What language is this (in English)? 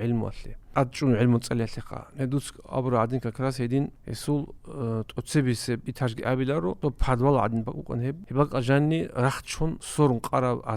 Avaric